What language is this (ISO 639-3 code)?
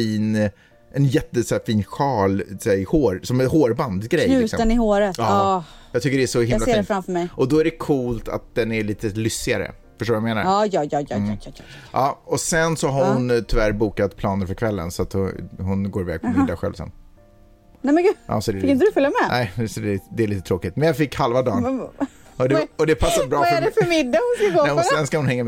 swe